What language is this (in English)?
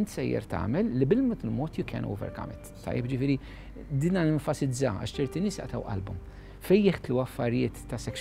Maltese